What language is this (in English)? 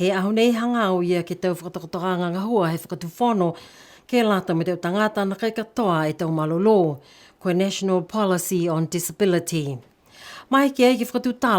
Niuean